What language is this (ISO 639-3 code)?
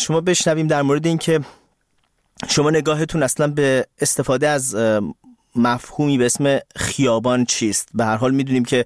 fas